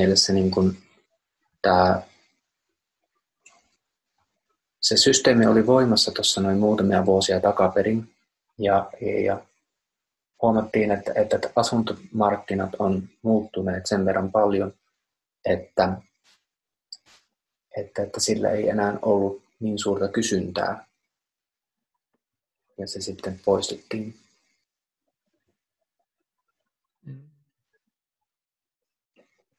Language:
Finnish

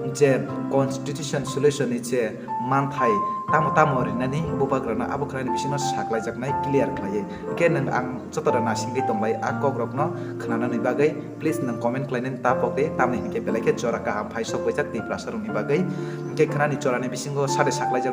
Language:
Kok Borok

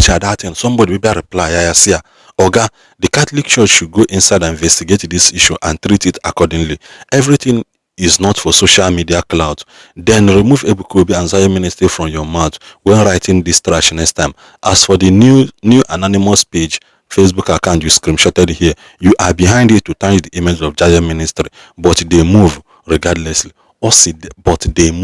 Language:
Igbo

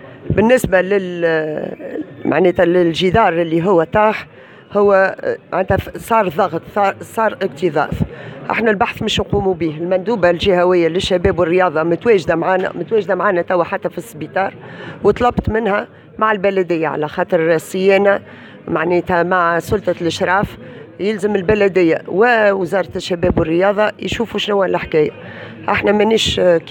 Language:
Tunisian Arabic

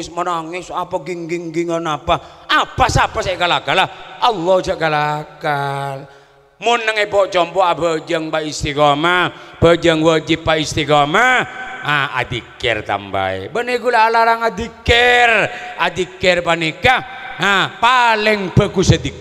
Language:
Madurese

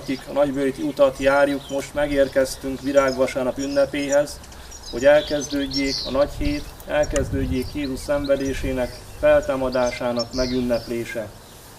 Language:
Hungarian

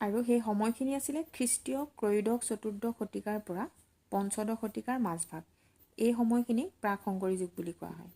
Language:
Assamese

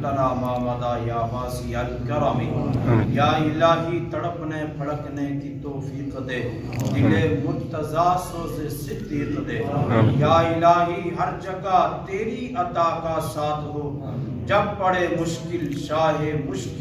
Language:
Pahari-Potwari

